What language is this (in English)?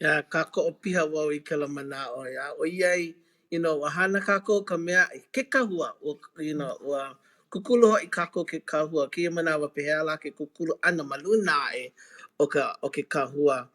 Hawaiian